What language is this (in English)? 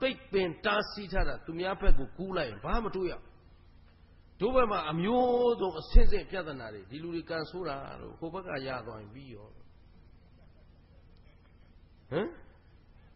Burmese